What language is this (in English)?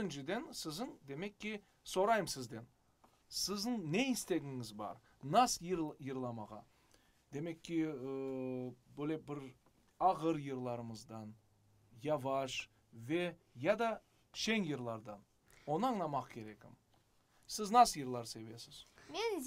Crimean Tatar